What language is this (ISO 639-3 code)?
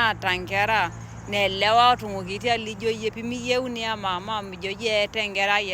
mas